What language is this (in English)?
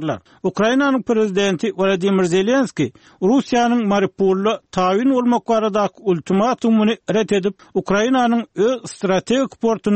Turkmen